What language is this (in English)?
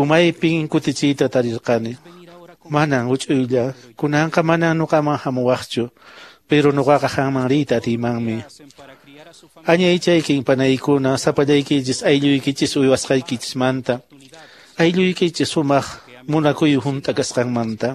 Quechua